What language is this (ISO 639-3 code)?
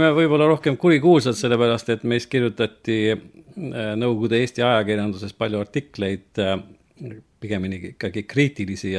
est